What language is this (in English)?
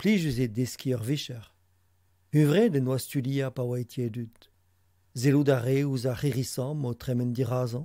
Breton